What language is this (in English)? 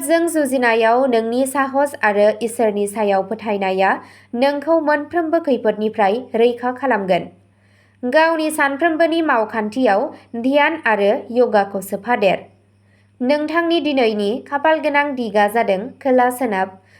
Bodo